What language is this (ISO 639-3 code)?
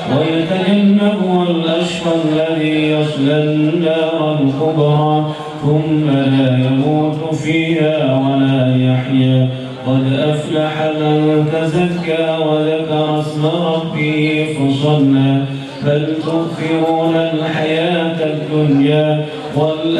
ara